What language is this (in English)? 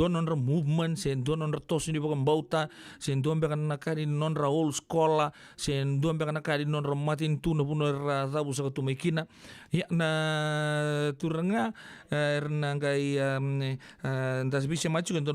Fijian